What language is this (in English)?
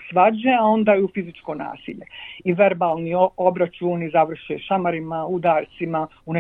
Bosnian